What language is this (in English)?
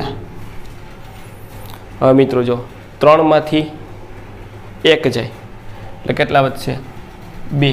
Gujarati